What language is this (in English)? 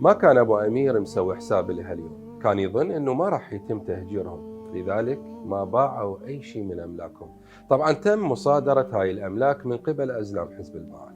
Mesopotamian Arabic